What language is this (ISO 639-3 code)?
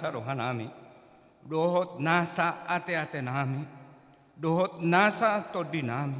bbc